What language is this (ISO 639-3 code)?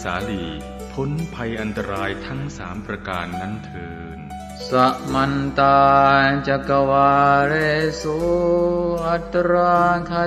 pli